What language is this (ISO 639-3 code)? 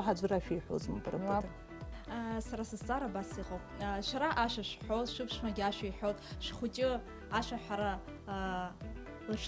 abk